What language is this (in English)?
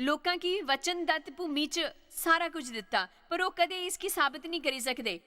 Dogri